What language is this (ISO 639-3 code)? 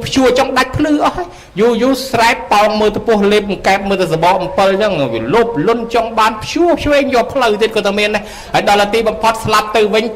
khm